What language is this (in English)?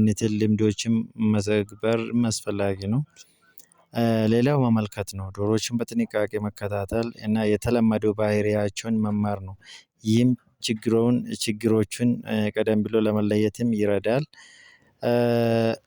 Amharic